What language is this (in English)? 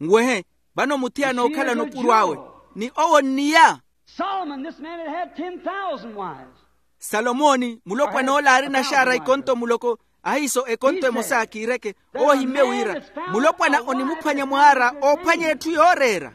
Makhuwa